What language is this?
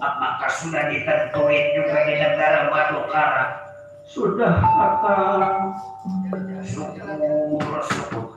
Betawi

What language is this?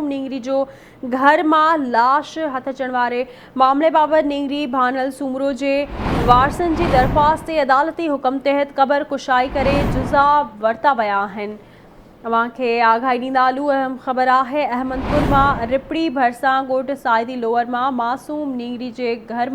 Sindhi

